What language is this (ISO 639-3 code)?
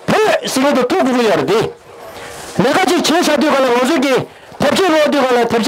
bod